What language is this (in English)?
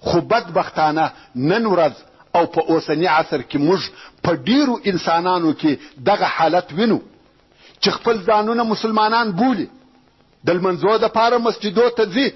Pashto